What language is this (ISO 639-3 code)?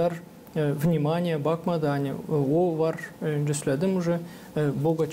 gag